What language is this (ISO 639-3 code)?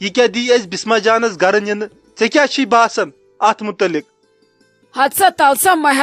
kas